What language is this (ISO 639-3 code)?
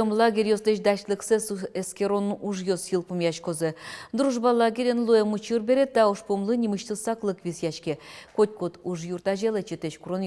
udm